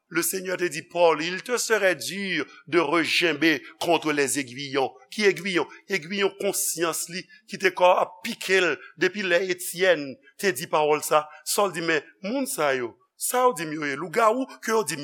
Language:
Haitian Creole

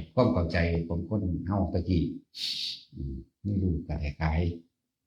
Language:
Northeastern Thai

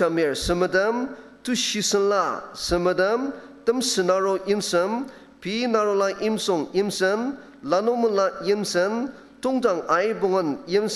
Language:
Ao Naga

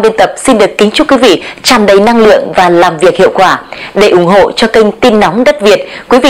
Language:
Vietnamese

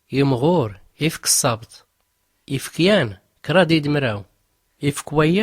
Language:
Tachelhit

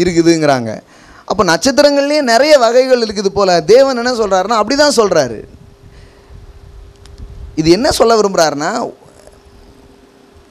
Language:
Tamil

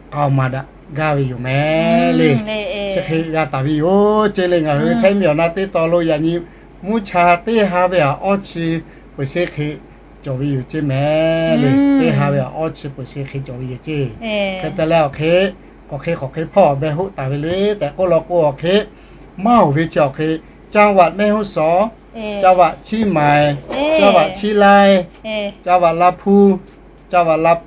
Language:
Lahu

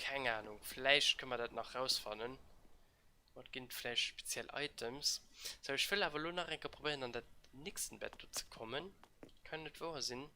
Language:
Luxembourgish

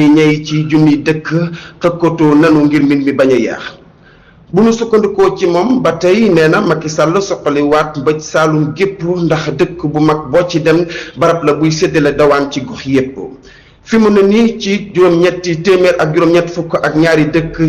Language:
Wolof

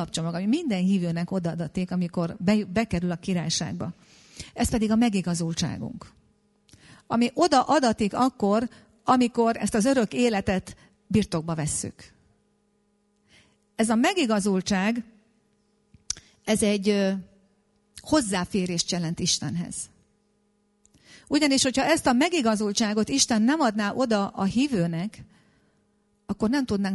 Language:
Hungarian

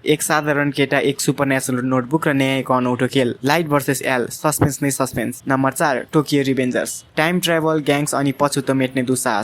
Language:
Nepali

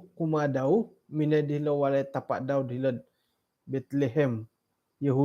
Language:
Central Dusun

